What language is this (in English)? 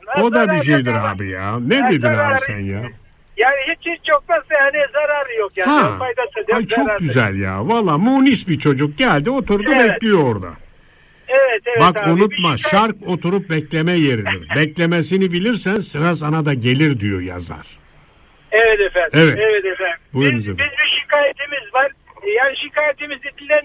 Turkish